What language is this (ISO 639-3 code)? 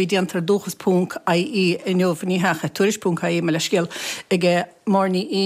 gle